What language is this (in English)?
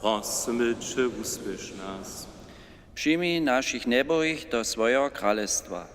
Upper Sorbian